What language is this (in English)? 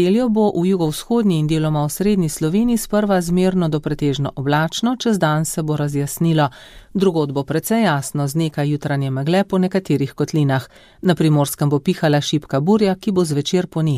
Slovenian